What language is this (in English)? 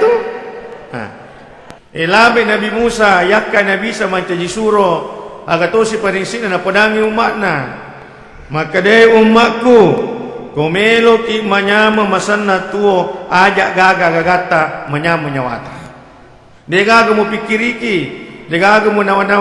Buginese